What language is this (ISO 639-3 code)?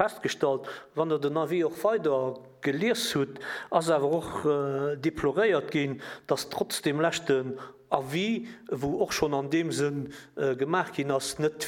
ltz